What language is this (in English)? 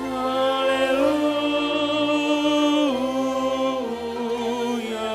Batak Toba